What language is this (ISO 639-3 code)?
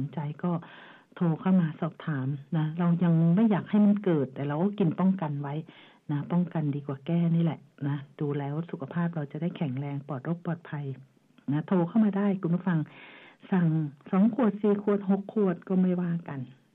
tha